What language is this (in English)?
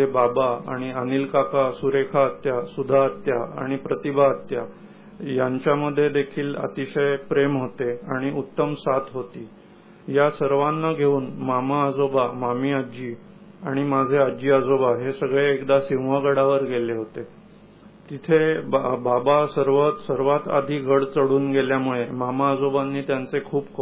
Marathi